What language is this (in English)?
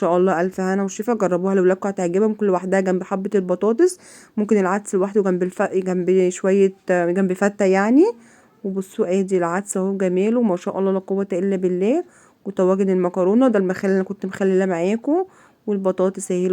Egyptian Arabic